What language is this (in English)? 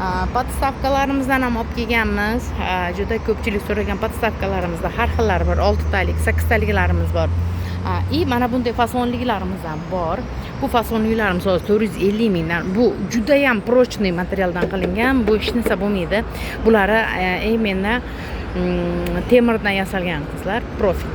Uzbek